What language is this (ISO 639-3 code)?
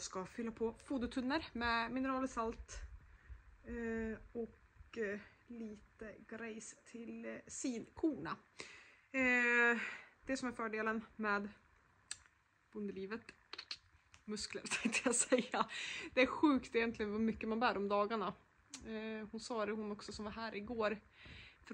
swe